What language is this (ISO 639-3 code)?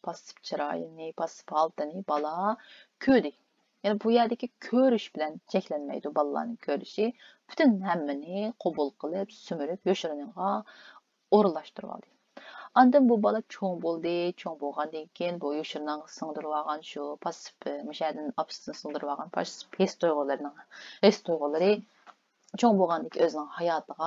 uig